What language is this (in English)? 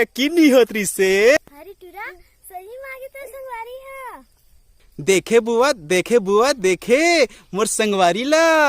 Chhattisgarhi